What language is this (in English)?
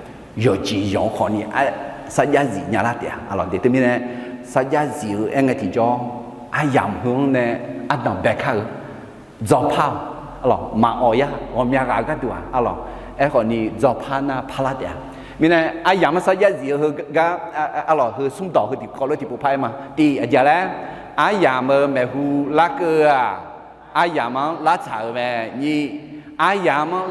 Akha